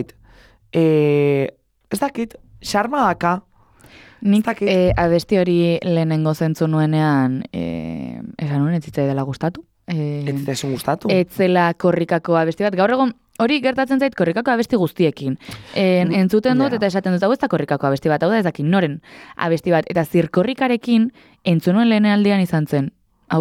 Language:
Basque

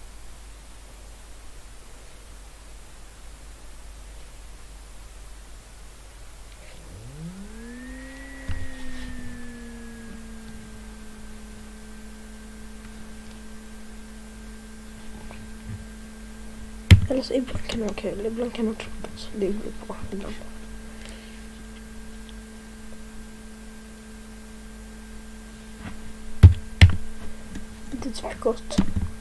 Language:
Swedish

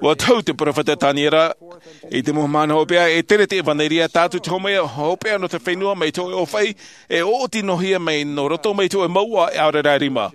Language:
Tahitian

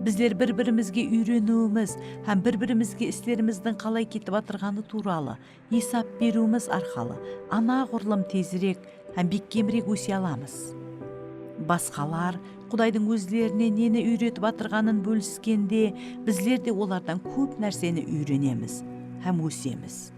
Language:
Kara-Kalpak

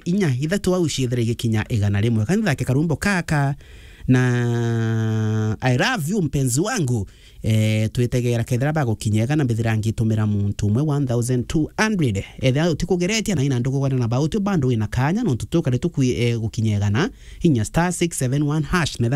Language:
Meru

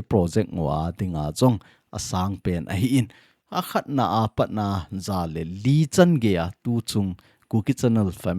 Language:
Thado Chin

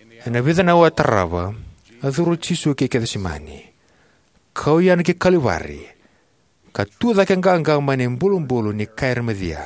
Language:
Fijian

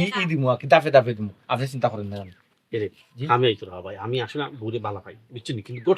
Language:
Sylheti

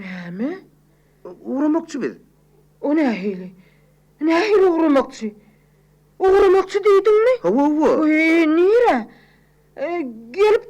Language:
Turkmen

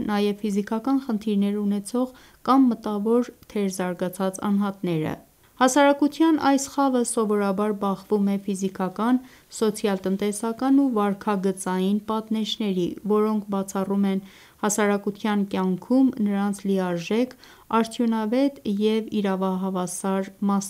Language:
Armenian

